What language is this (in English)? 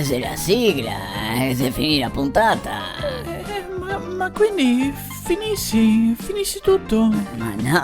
Venetian